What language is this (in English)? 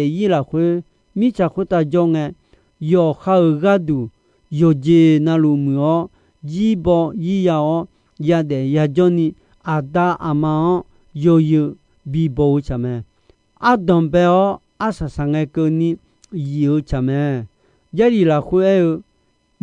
Akha